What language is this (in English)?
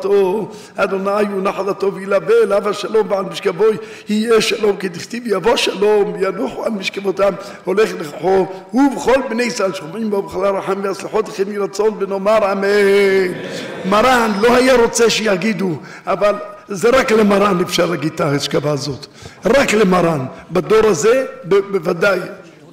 Hebrew